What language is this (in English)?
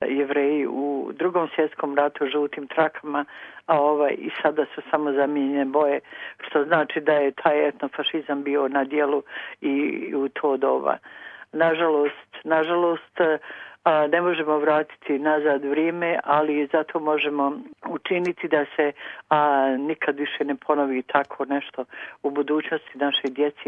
Bosnian